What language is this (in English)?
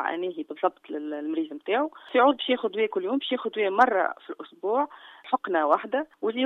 Tunisian Arabic